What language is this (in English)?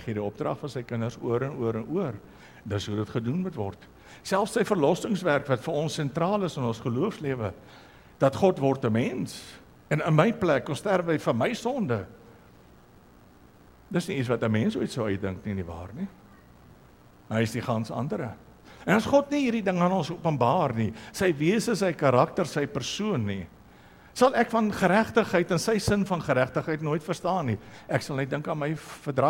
Afrikaans